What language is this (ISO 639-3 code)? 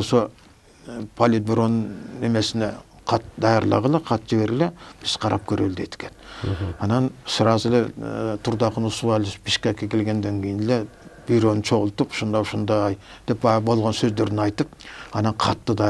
kir